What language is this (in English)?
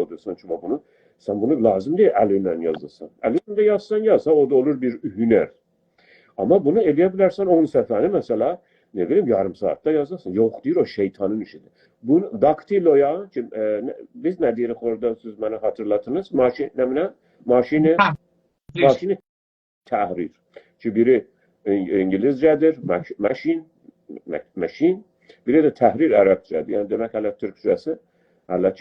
South Azerbaijani